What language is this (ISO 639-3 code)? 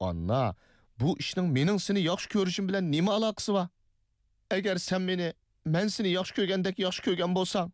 uig